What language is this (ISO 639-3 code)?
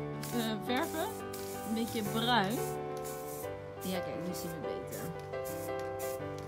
nld